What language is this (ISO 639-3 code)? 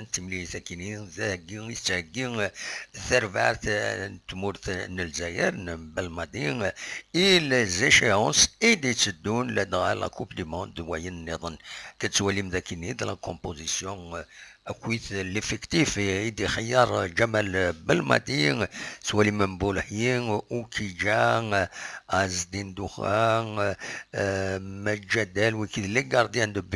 kab